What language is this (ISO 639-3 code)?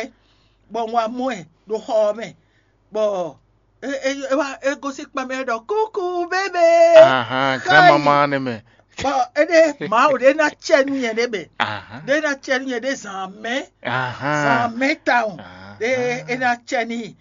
fon